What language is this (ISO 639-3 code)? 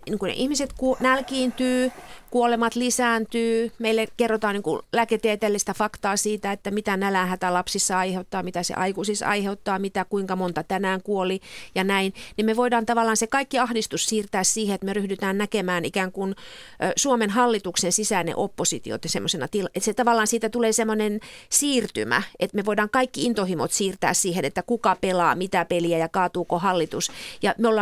fin